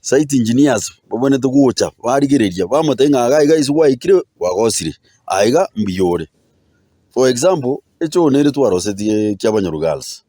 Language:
Gusii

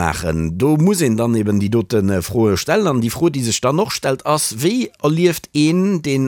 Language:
Luxembourgish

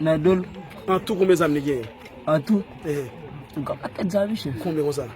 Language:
Haitian Creole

